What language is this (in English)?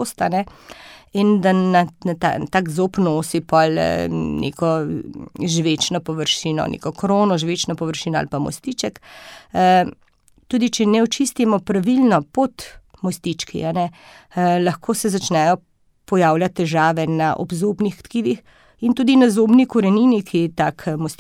Slovenian